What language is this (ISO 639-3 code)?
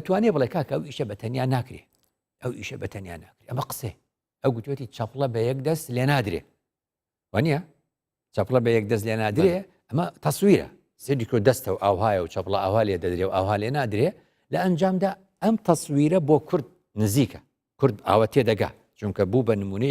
ckb